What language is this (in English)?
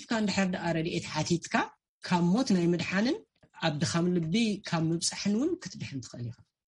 Tigrinya